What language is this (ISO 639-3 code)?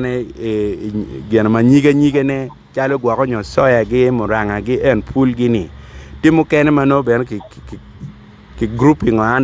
ach